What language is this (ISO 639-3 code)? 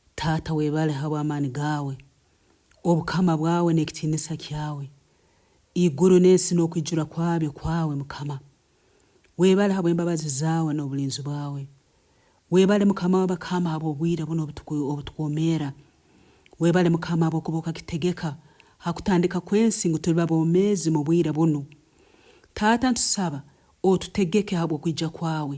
nyo